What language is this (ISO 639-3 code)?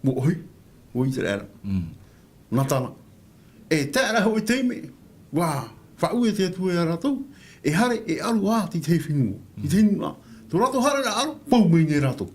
tah